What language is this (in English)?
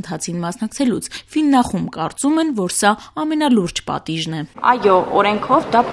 Armenian